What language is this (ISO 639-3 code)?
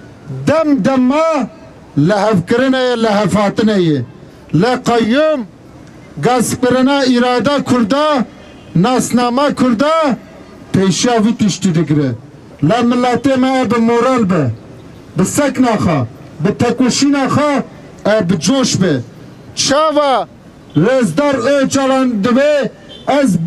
kur